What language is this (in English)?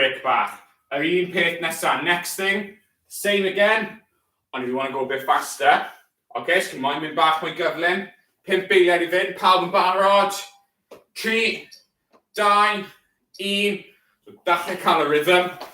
Welsh